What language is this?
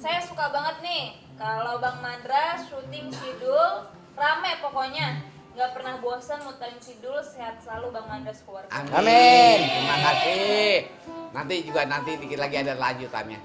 Betawi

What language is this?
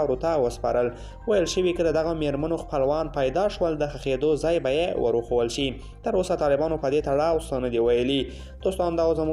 Pashto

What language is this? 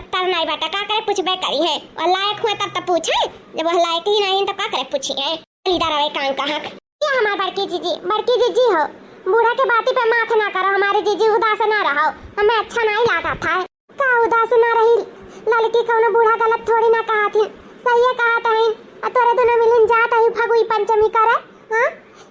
Awadhi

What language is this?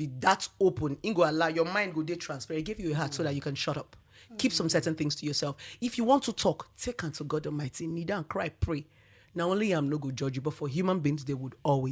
Nigerian Pidgin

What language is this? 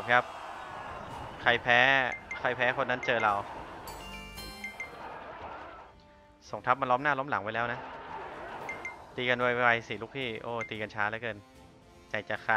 Thai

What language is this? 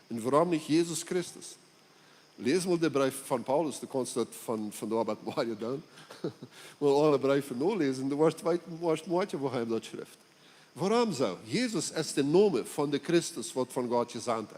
Plautdietsch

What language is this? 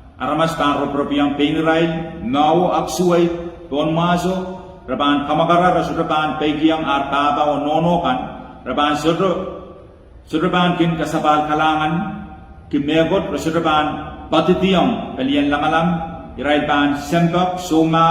Pohnpeian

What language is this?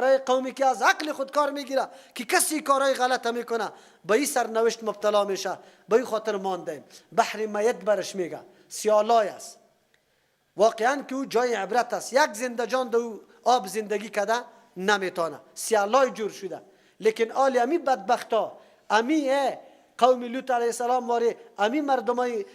Persian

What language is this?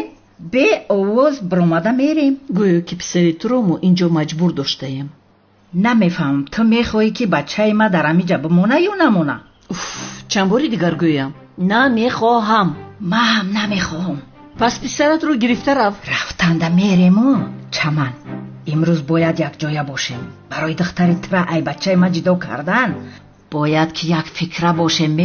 Tajik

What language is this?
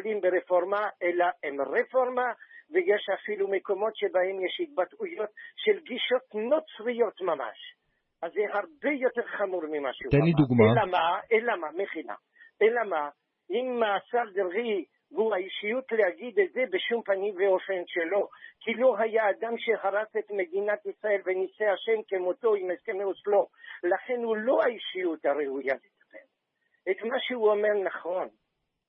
Hebrew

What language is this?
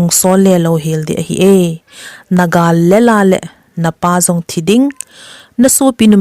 Thado Chin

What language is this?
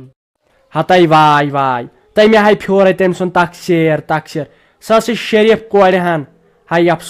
Kashmiri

